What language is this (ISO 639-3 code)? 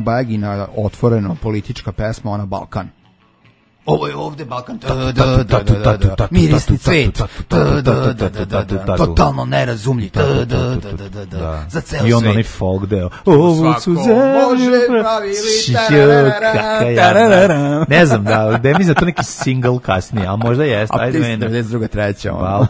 srp